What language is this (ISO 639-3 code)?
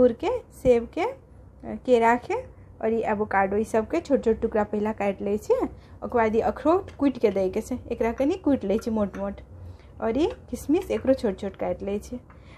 mai